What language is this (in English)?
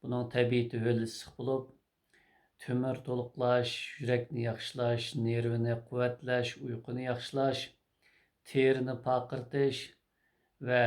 Uyghur